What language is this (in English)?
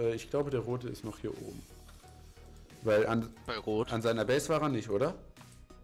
German